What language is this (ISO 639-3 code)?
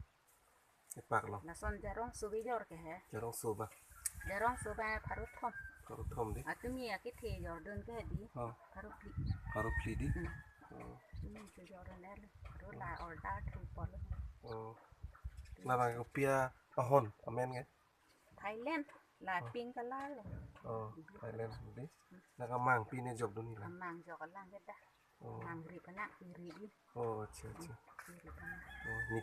mjw